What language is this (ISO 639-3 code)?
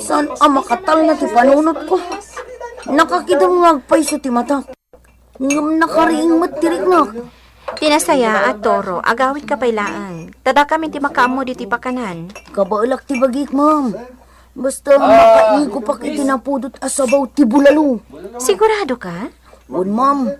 ilo